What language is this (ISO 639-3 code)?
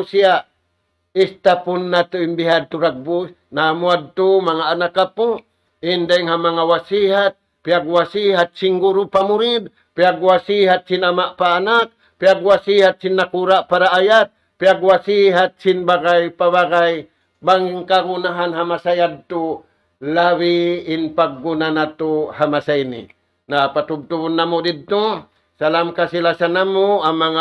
tsg